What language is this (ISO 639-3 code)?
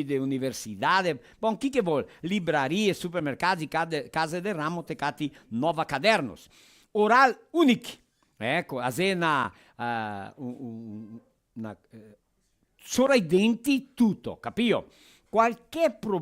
vec